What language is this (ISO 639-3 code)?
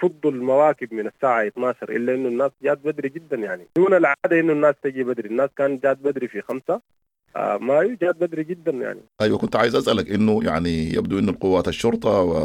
apd